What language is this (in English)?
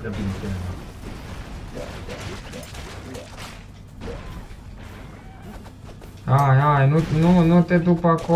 Romanian